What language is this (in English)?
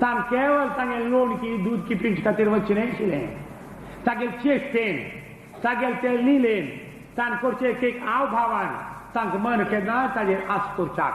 Konkani